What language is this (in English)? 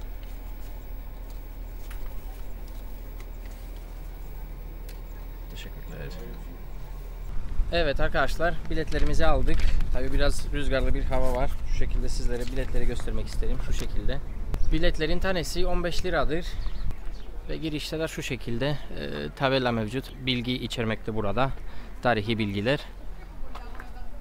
Turkish